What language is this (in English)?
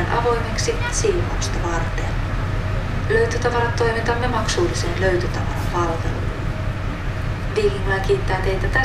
Finnish